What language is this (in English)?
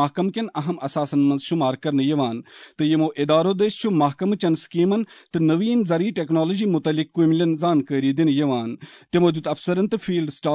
Kashmiri